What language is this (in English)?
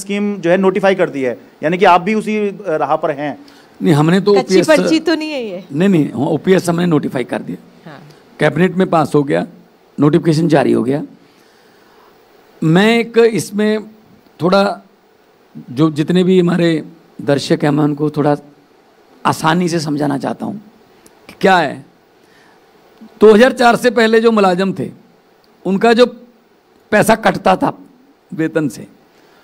Hindi